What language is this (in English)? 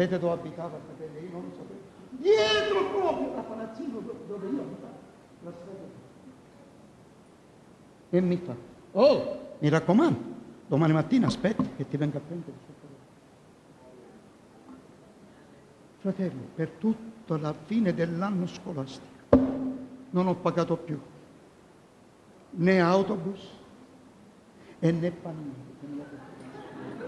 Italian